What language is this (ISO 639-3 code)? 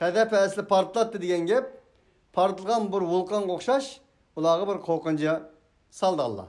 uig